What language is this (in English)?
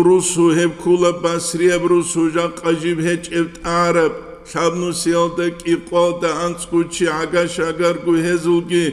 Avaric